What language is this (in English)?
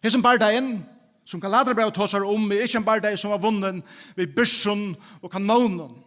Faroese